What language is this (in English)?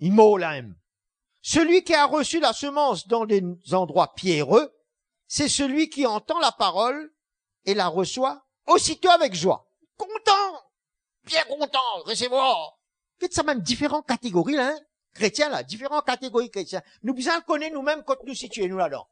Morisyen